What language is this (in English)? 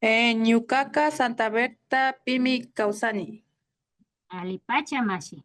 Imbabura Highland Quichua